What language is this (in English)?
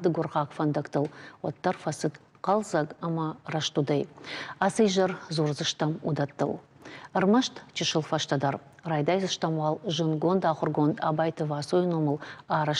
Ossetic